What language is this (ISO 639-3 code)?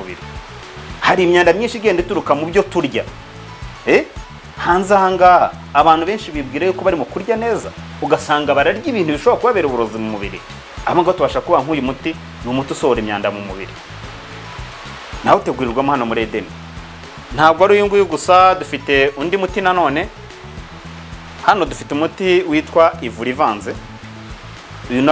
kin